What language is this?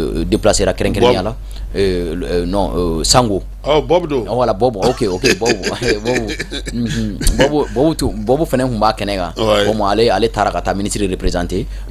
Bambara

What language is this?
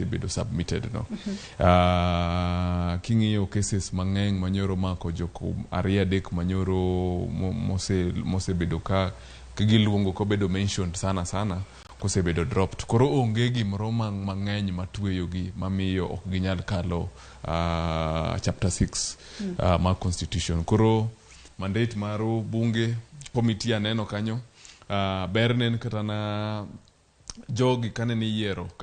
Luo (Kenya and Tanzania)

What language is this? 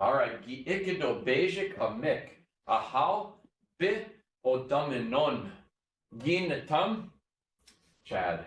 Chippewa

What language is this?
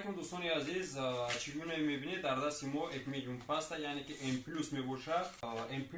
Tajik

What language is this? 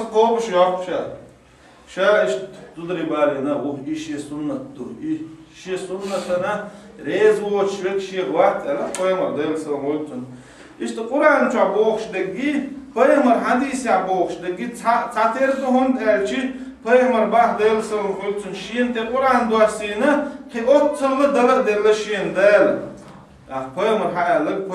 Chechen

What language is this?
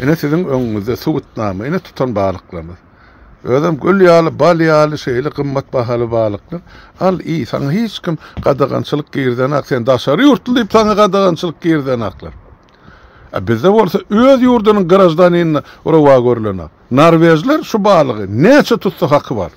Turkmen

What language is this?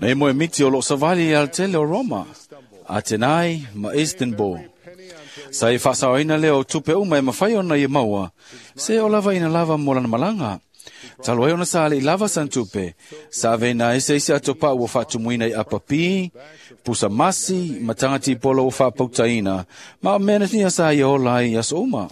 Samoan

